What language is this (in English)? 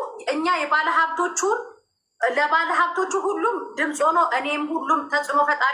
Amharic